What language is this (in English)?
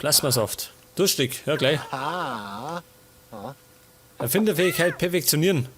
Bavarian